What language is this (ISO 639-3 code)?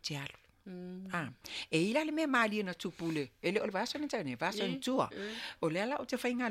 smo